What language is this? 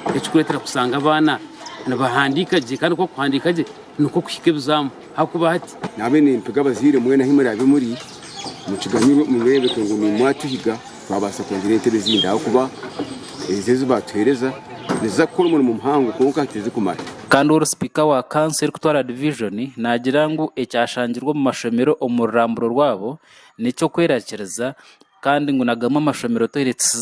Nyankole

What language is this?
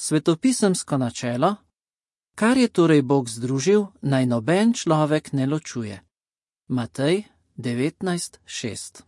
Slovenian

